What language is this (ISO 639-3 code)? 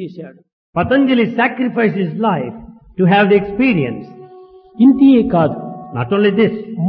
tel